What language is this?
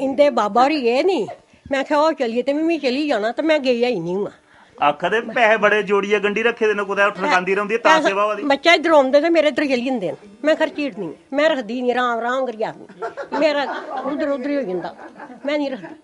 Dogri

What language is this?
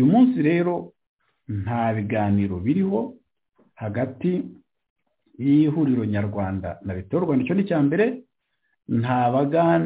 Kinyarwanda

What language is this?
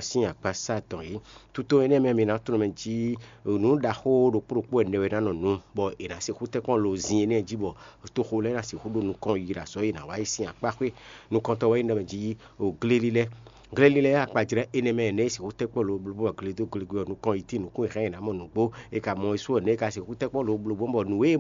Fon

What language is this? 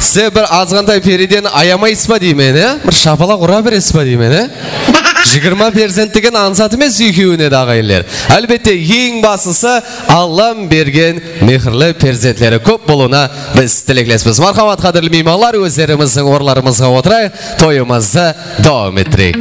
Kara-Kalpak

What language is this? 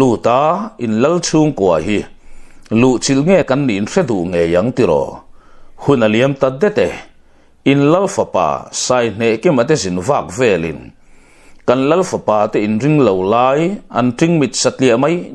Mizo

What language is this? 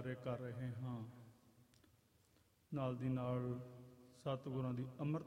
Punjabi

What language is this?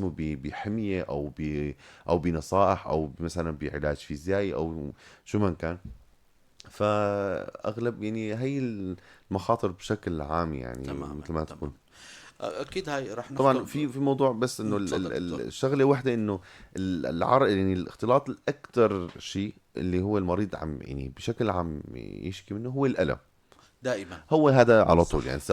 North Levantine Arabic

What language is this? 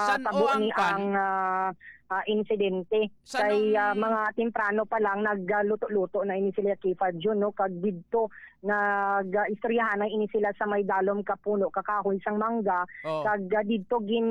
Hiligaynon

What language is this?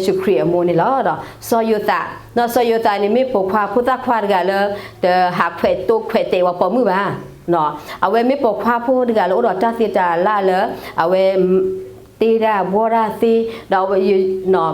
S'gaw Karen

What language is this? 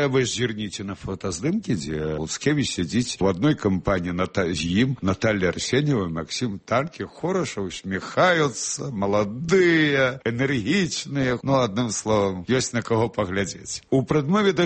Belarusian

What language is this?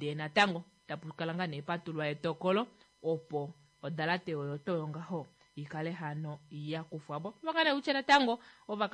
Kuanyama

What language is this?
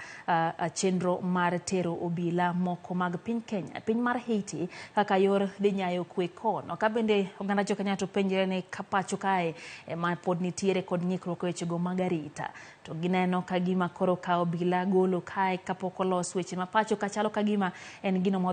Luo (Kenya and Tanzania)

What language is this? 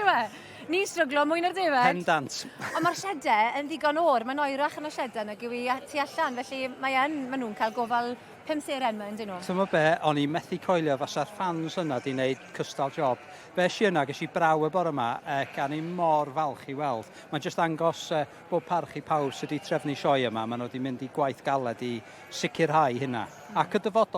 Welsh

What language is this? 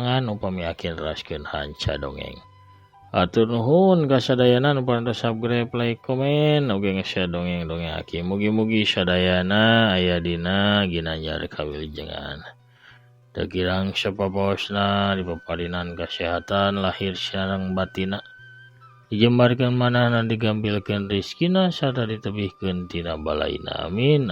Sundanese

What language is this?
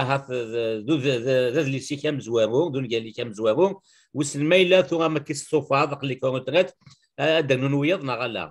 Kabyle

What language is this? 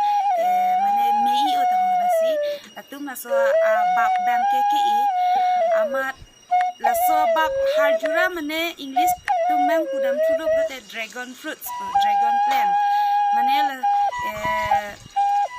Karbi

